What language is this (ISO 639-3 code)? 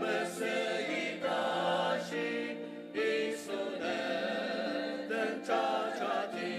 njo